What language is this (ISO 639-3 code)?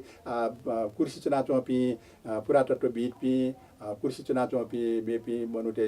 new